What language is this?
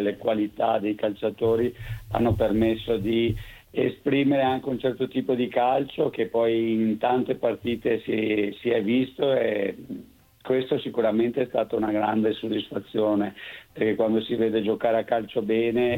Italian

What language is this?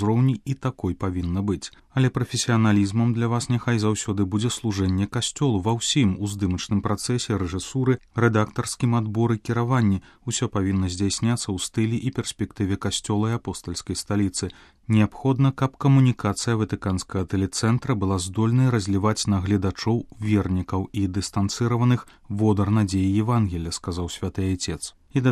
Belarusian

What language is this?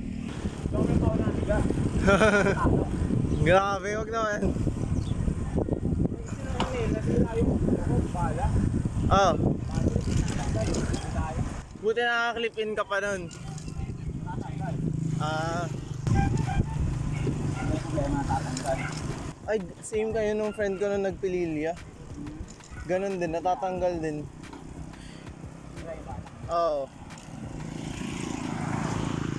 Filipino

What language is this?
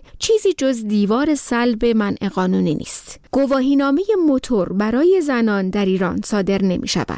Persian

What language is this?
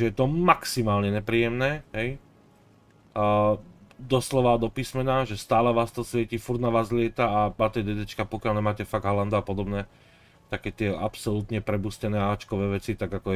Slovak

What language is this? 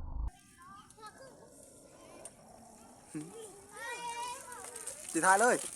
Lao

